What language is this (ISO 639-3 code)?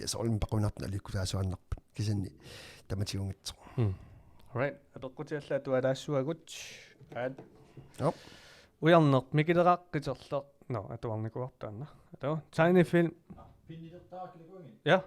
kal